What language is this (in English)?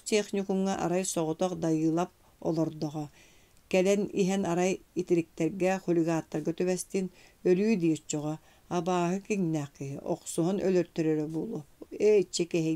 Yakut